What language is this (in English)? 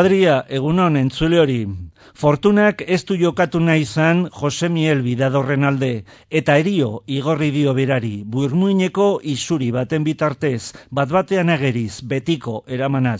Basque